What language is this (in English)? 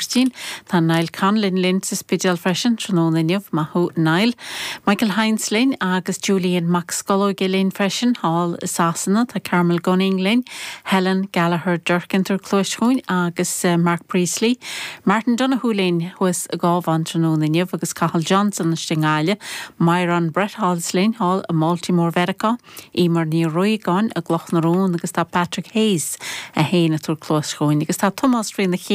Irish